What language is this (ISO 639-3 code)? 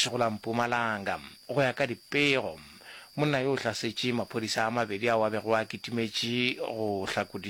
nso